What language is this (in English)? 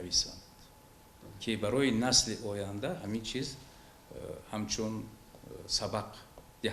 Tajik